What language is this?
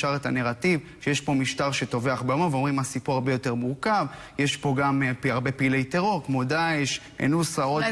Hebrew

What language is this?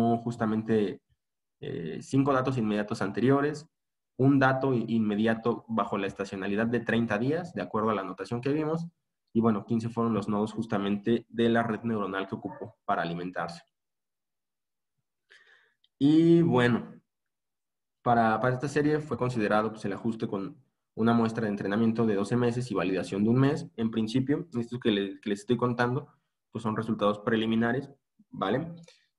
Spanish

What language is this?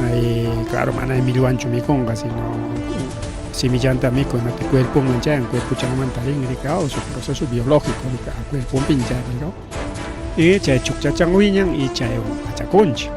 Ayacucho Quechua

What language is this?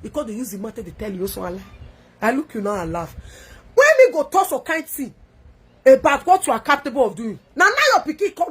Nigerian Pidgin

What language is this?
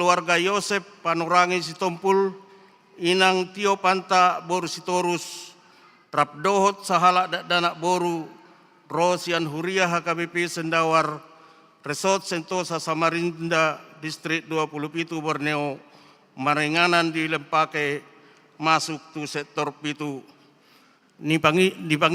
Batak Toba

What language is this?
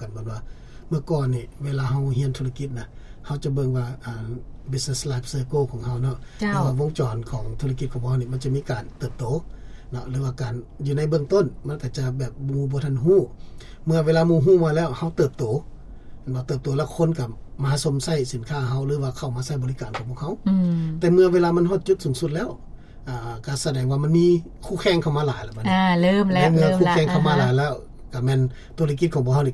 Lao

